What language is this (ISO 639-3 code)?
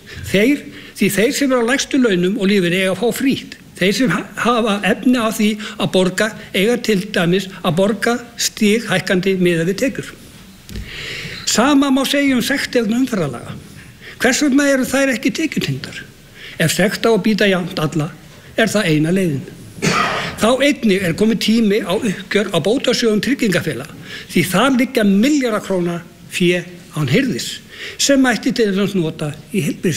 isl